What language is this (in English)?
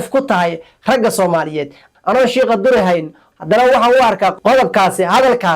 Somali